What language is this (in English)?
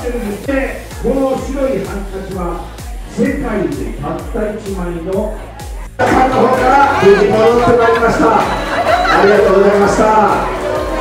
Japanese